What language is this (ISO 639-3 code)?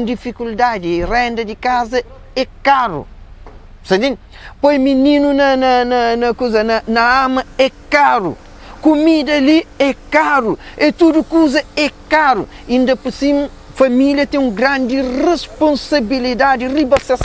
kea